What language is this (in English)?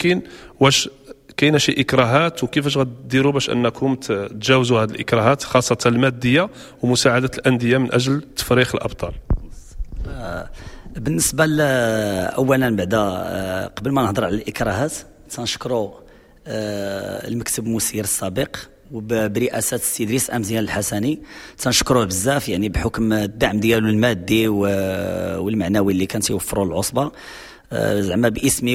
Moroccan Arabic